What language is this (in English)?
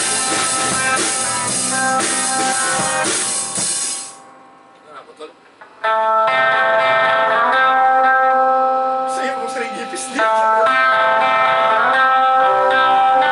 Filipino